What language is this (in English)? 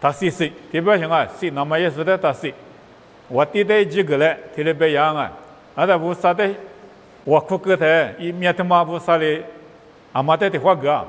Lisu